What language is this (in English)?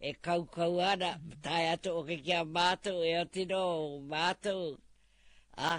Māori